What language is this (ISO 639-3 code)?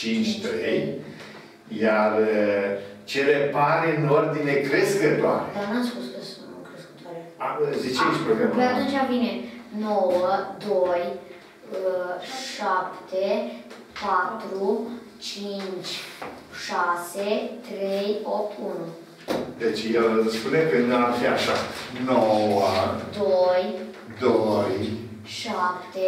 ron